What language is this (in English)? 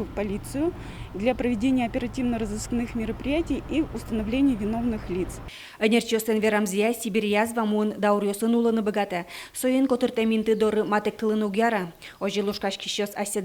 Udmurt